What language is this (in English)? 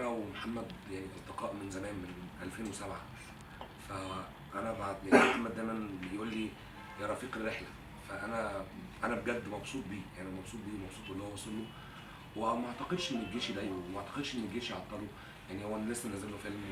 Egyptian Arabic